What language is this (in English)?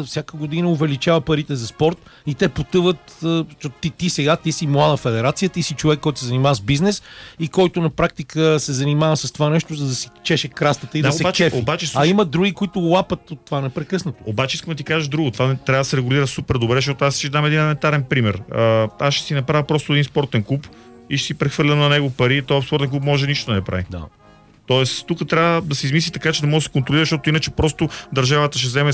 Bulgarian